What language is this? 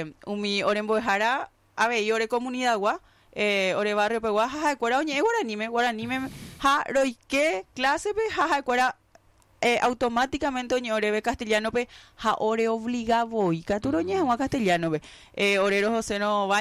Guarani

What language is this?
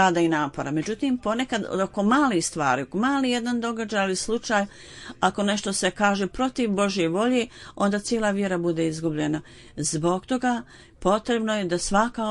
Bosnian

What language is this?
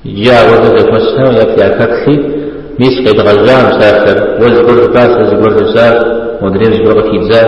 Kabardian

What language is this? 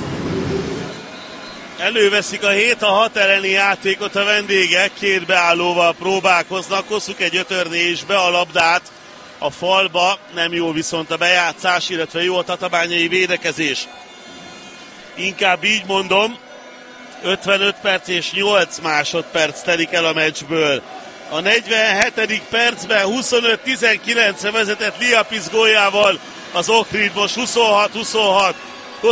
Hungarian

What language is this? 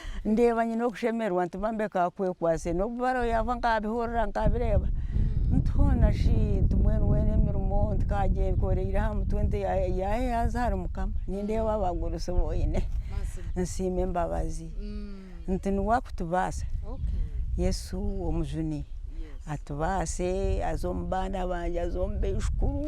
Nyankole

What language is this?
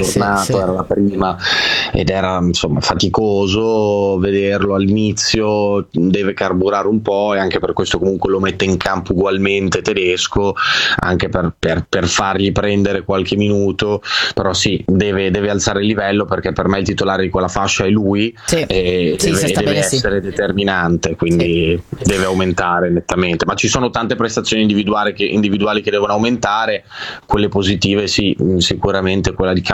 Italian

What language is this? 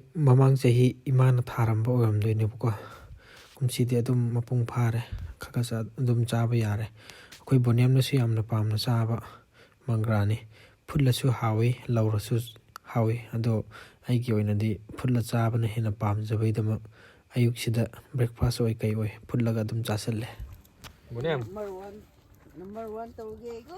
Manipuri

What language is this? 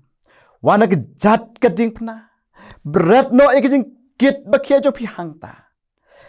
Khasi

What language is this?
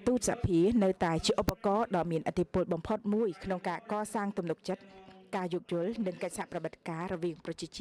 Khmer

